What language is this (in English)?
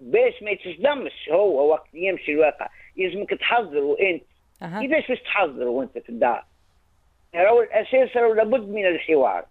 Tunisian Arabic